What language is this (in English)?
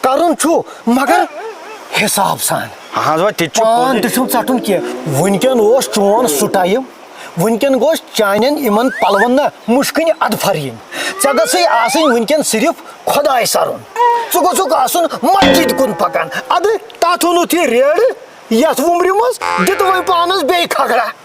Kashmiri